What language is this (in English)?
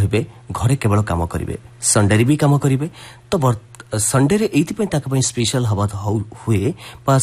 Odia